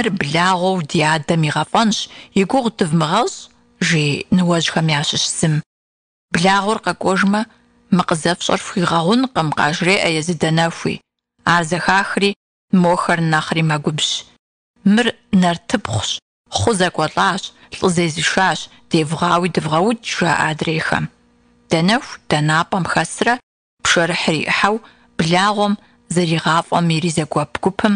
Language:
Kabardian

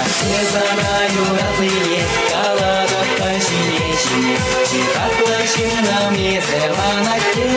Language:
Chuvash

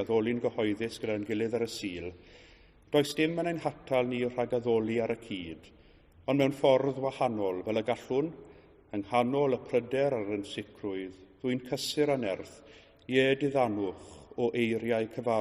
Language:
Welsh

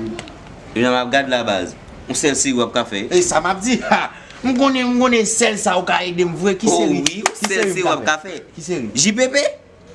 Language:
Haitian Creole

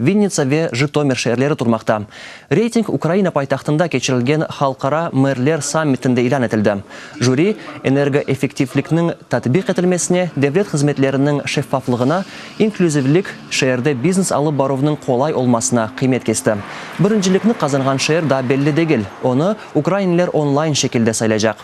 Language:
Crimean Tatar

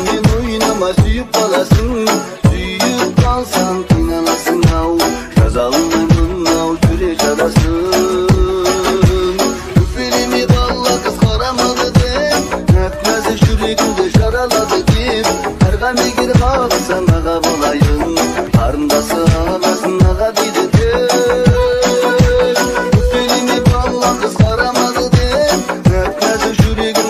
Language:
Kazakh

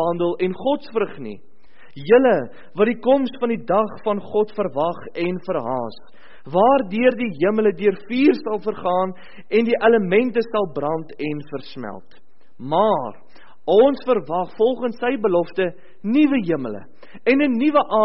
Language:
Afrikaans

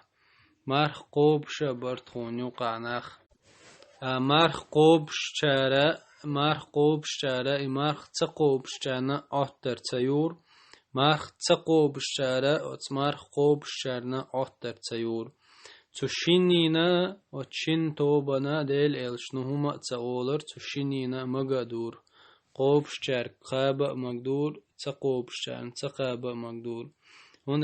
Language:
Chechen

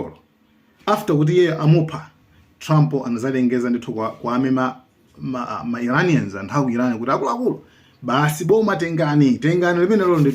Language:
Nyanja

